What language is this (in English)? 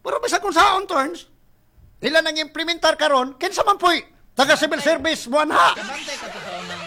Cebuano